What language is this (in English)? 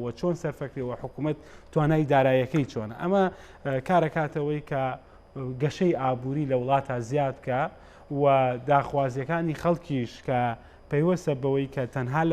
Central Kurdish